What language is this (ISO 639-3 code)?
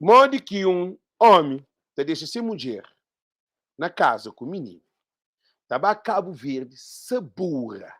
kea